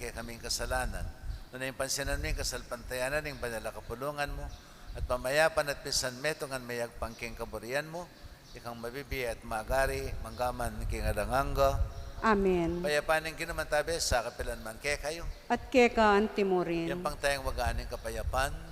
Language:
Pampanga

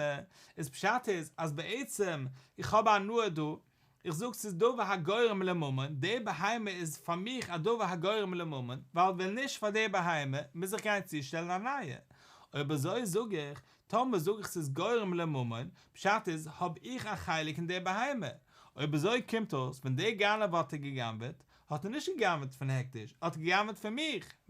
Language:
Yiddish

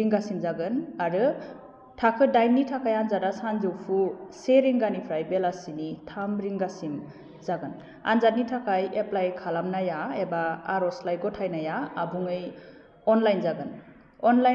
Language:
Bodo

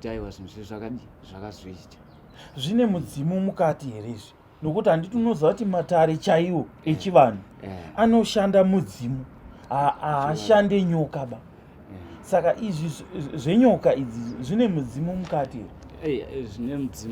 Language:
Shona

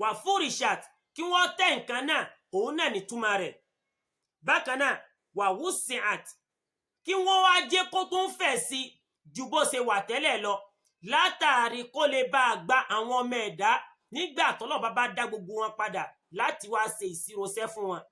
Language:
Yoruba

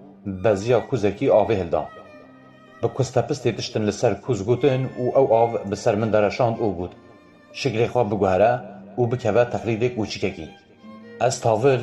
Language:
Kurdish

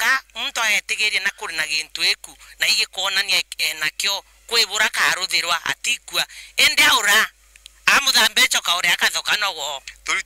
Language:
Meru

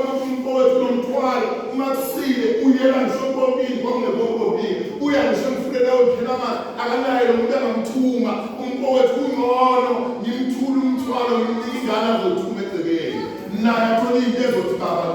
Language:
Zulu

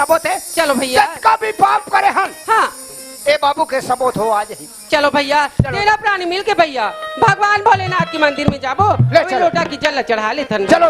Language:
Chhattisgarhi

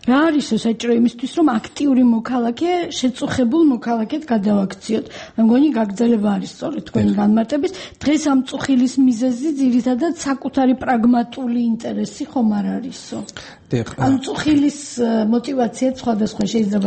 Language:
Georgian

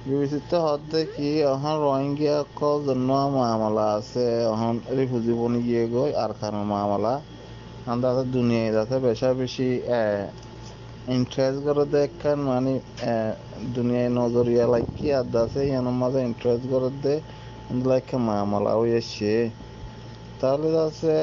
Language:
Rohingya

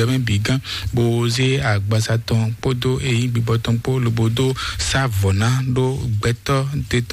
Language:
Fon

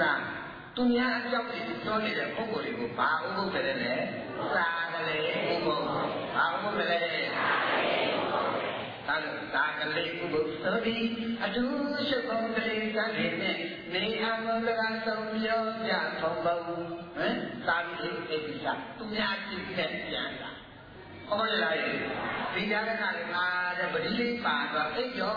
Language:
Burmese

